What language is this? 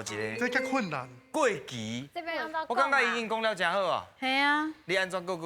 Min Nan Chinese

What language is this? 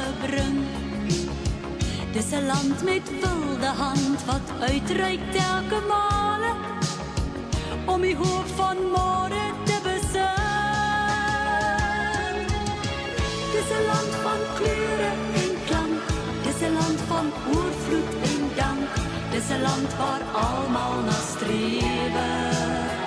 Afrikaans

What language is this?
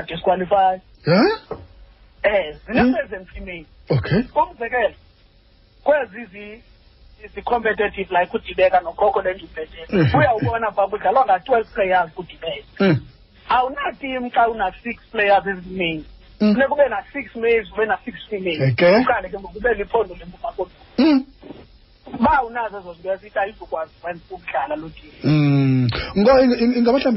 Xhosa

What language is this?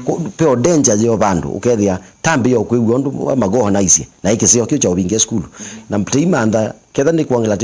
Kamba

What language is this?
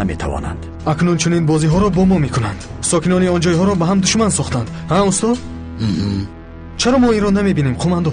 Tajik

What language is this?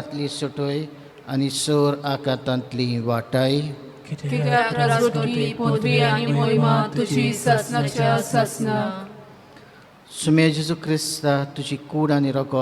Konkani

